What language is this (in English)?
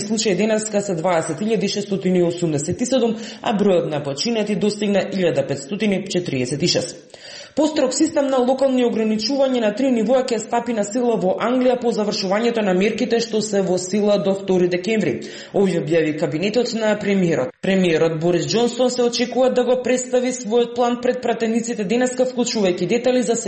Macedonian